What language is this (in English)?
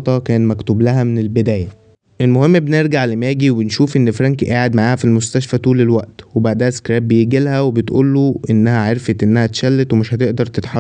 Egyptian Arabic